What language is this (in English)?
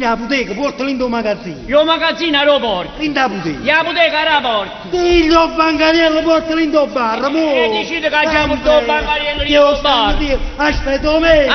Neapolitan